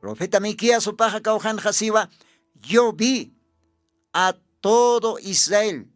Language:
Aymara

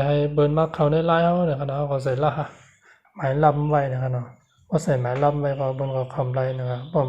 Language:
Shan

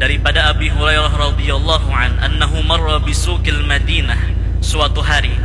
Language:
Banjar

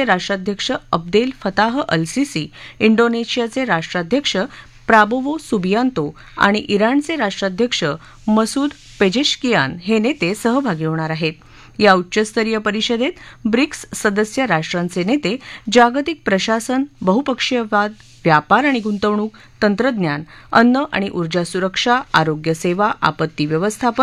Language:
Marathi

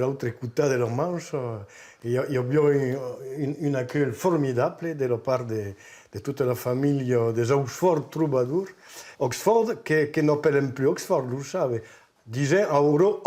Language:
Occitan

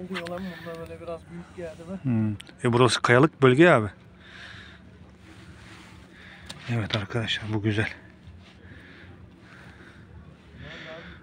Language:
Turkish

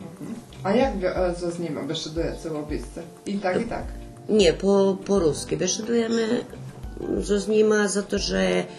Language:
Rusyn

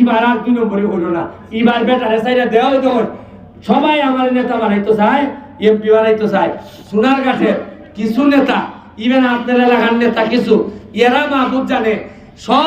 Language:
Sylheti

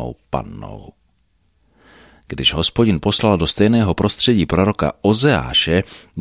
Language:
Czech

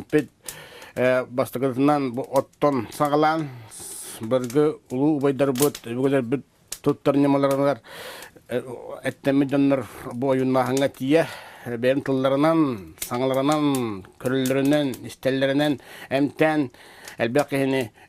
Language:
Yakut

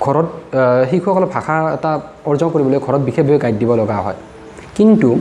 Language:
Assamese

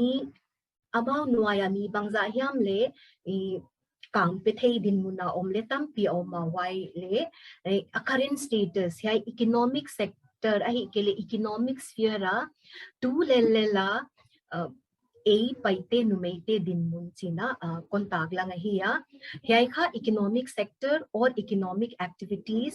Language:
Paite Chin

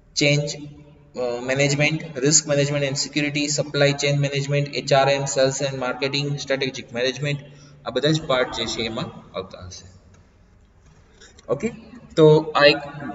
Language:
Gujarati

